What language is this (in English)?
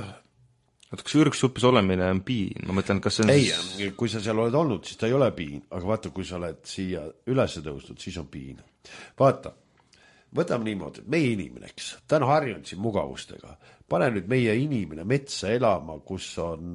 Estonian